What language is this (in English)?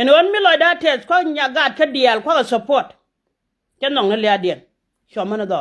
Nuer